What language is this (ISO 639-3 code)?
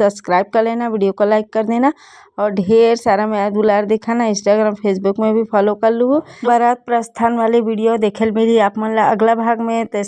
hne